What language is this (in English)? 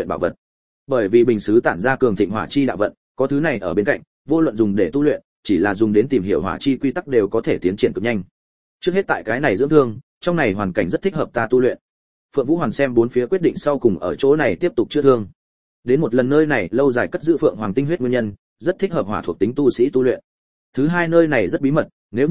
Vietnamese